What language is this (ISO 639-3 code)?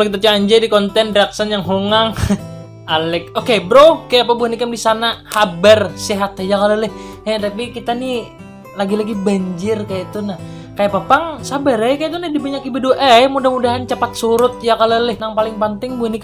bjn